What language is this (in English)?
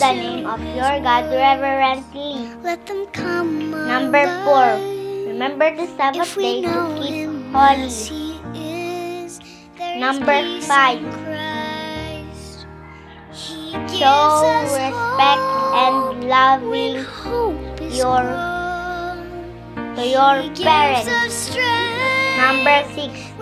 English